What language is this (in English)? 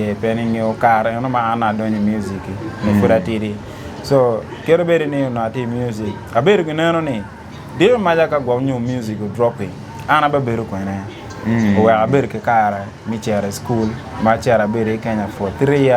Acoli